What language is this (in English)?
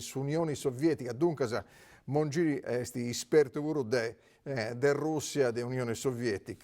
Sardinian